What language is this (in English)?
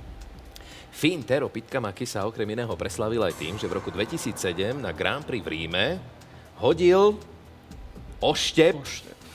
Slovak